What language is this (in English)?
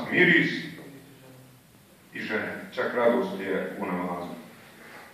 Bosnian